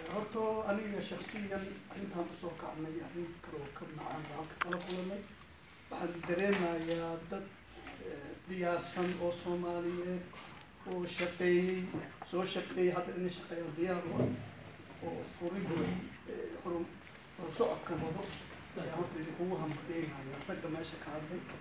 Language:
Somali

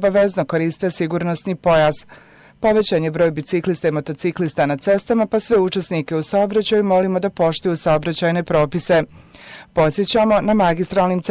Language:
Bosnian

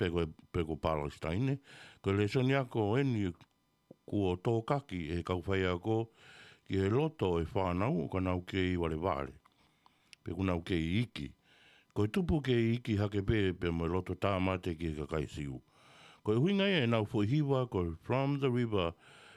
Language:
Tongan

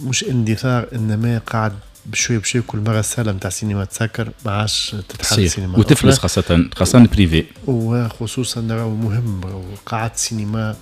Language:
Tunisian Arabic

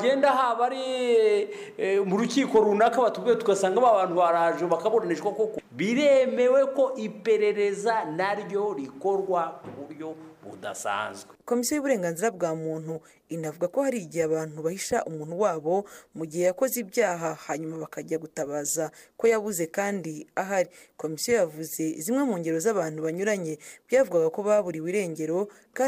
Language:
Kinyarwanda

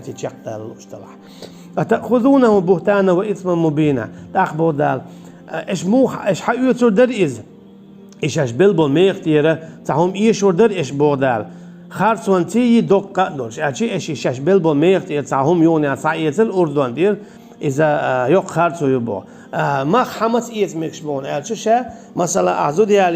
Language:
Chechen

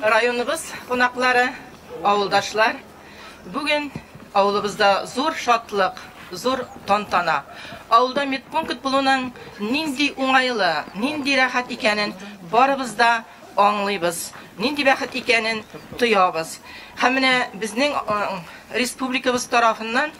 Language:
Tatar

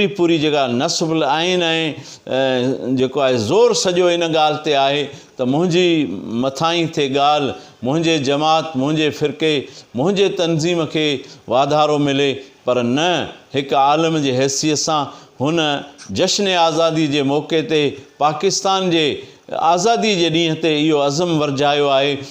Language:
Sindhi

